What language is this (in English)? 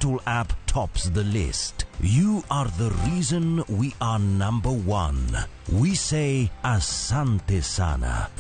Luo (Kenya and Tanzania)